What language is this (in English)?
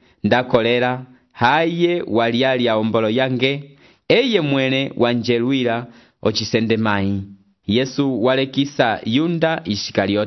Umbundu